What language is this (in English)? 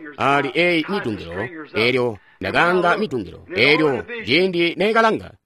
Tonga (Zambia)